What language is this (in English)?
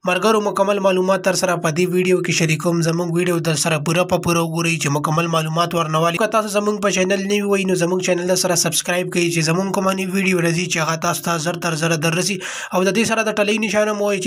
Pashto